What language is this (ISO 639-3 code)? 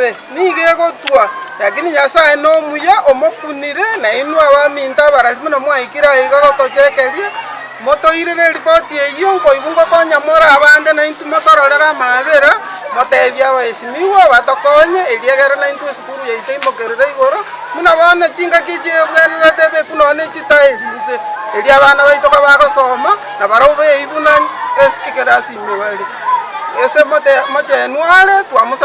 guz